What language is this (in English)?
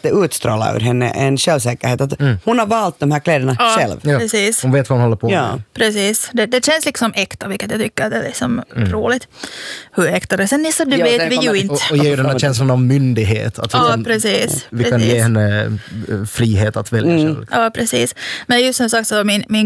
Swedish